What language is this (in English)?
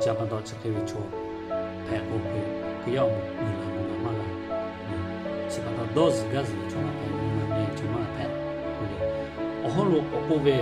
Lahu